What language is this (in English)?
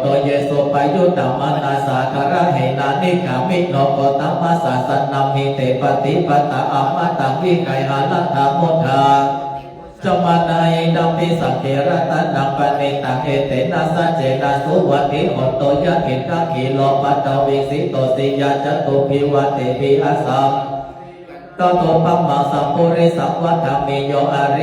Pali